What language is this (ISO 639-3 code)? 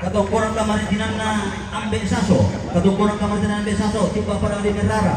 sda